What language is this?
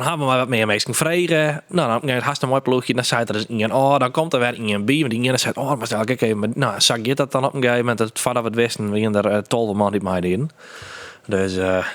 Western Frisian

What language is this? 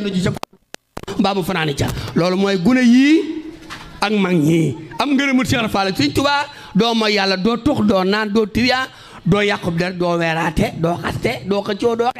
Wolof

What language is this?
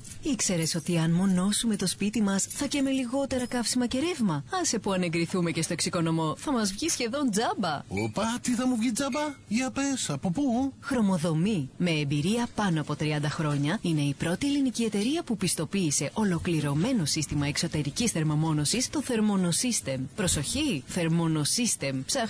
Greek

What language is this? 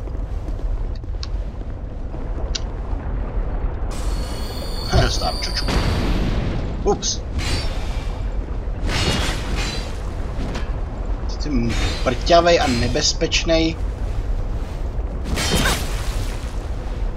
Czech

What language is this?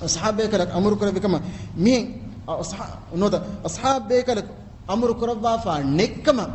Divehi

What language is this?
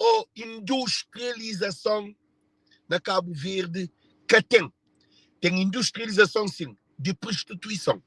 Kabuverdianu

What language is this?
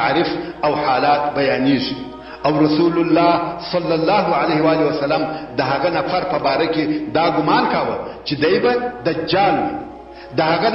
Pashto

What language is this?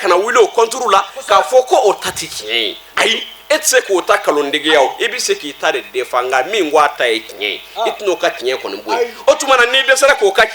Bambara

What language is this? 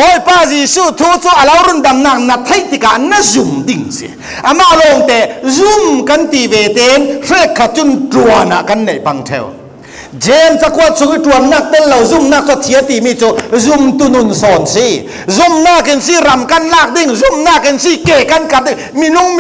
Falam Chin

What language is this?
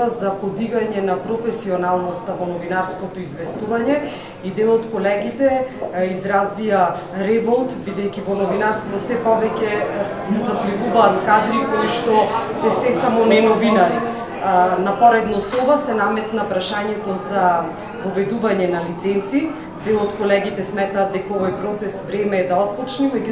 Macedonian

